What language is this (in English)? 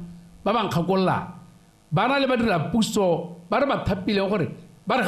Tswana